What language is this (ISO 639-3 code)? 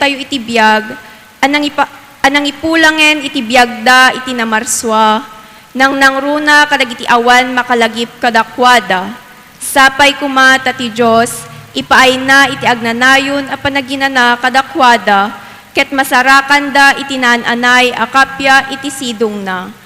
ilo